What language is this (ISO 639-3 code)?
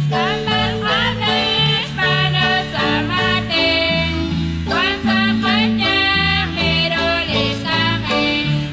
kek